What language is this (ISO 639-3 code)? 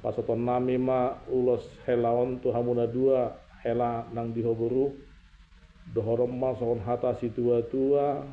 bbc